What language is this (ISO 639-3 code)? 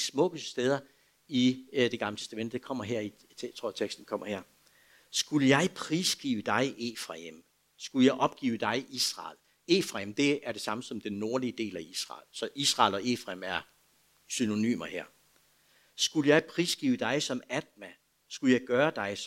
dan